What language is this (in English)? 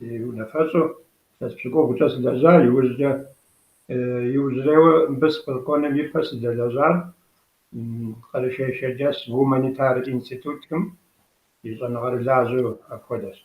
Kabardian